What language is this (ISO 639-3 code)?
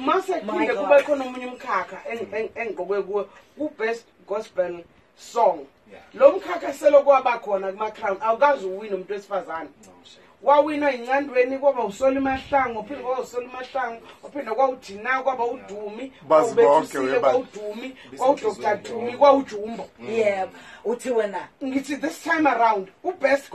zul